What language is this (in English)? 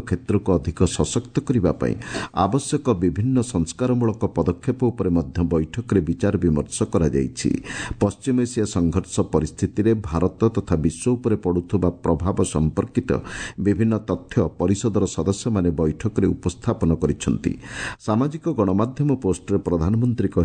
Odia